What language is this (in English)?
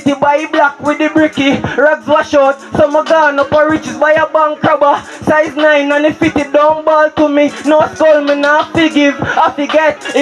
Jamaican Creole English